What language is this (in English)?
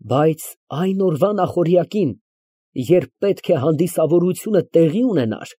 Armenian